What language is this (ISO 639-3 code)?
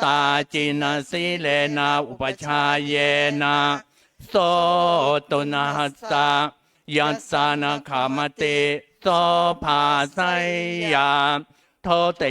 pli